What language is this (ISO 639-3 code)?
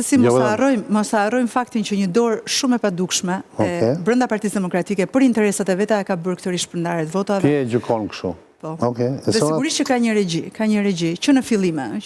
sqi